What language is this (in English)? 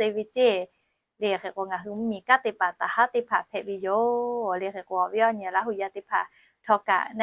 Lahu